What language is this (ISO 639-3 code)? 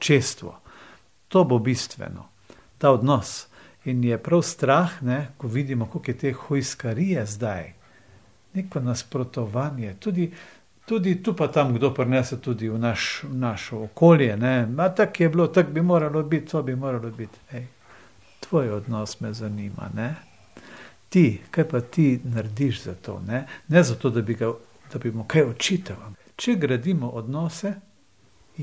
slv